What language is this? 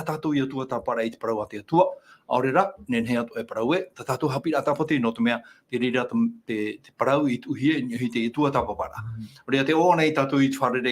Tahitian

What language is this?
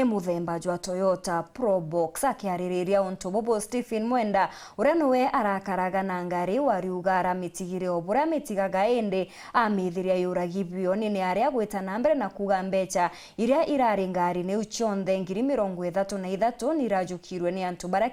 Meru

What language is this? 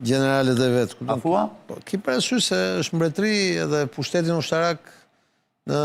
Albanian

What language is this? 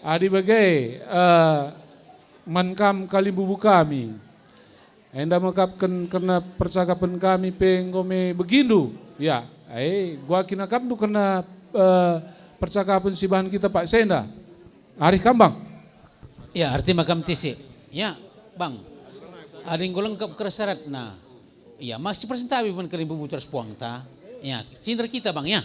Batak Karo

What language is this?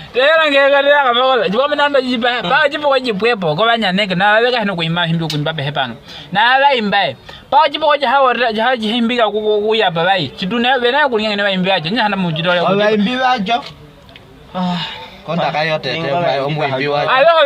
Nyaneka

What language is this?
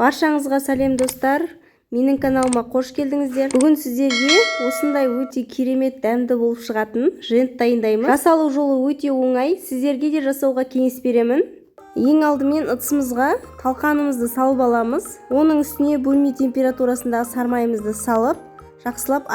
Kazakh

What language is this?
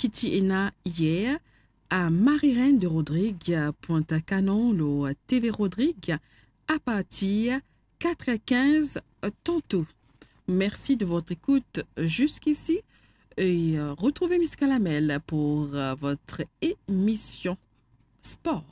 Morisyen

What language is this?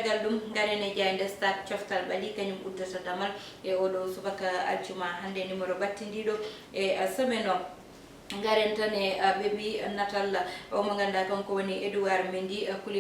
Fula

